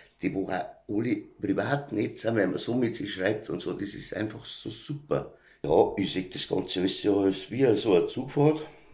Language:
Bavarian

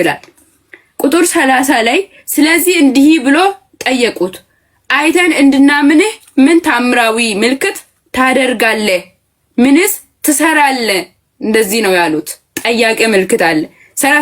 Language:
Amharic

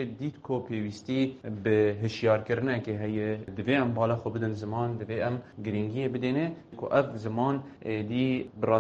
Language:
Kurdish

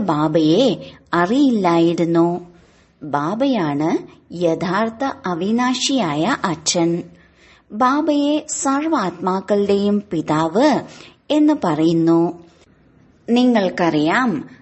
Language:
Malayalam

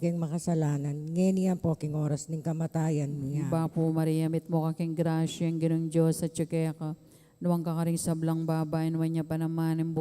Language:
Pampanga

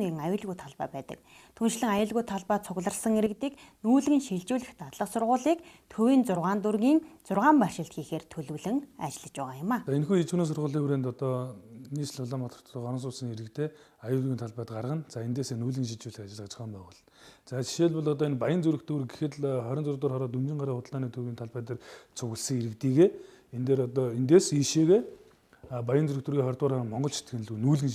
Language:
Mongolian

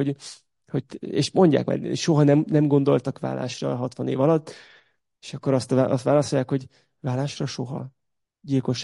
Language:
Hungarian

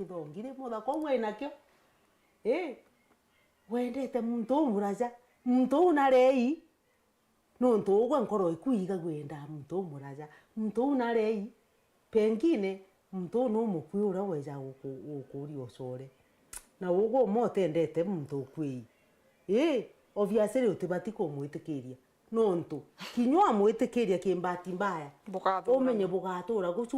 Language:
Meru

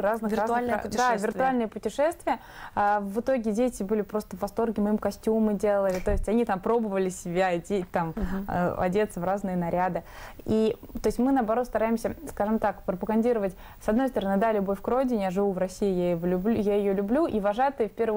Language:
Russian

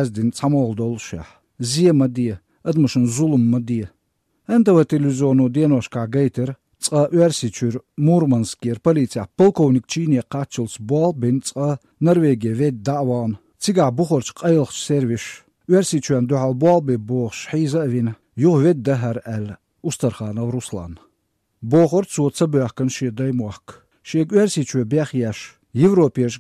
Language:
Chechen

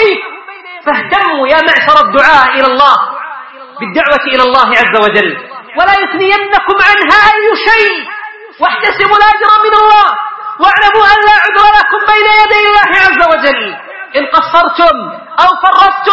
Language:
Arabic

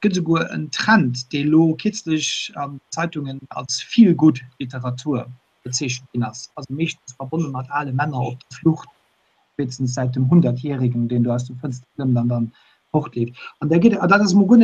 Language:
Luxembourgish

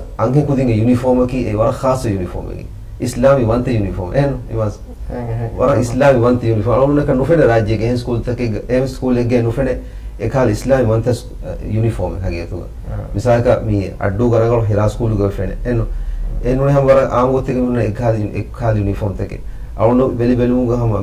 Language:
Divehi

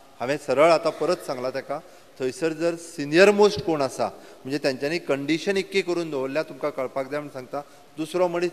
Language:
Konkani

